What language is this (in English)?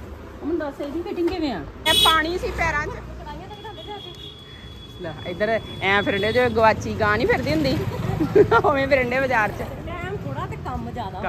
Punjabi